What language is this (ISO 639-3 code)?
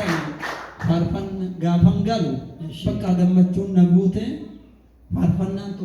orm